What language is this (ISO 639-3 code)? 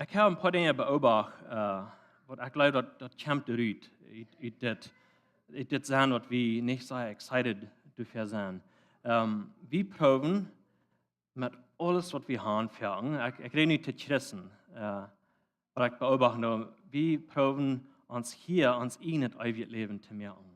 pdt